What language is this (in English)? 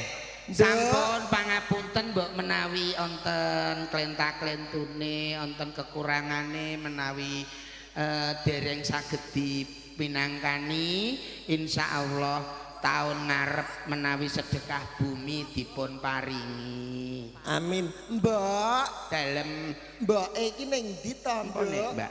Javanese